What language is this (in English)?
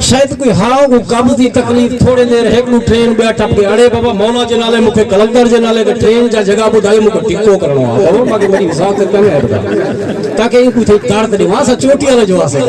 Saraiki